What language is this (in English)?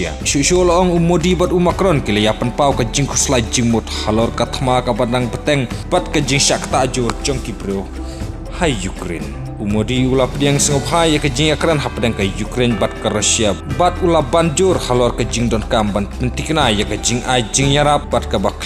Khasi